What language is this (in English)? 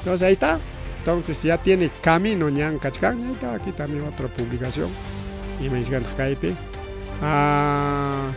Ayacucho Quechua